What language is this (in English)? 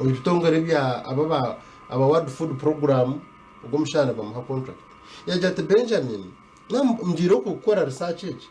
Nyankole